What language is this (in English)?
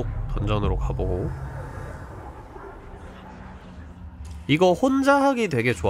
Korean